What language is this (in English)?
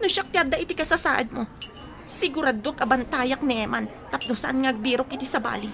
Iloko